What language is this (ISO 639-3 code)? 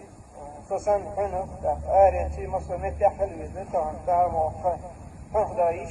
che